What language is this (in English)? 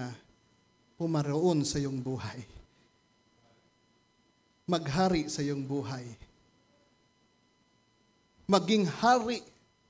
Filipino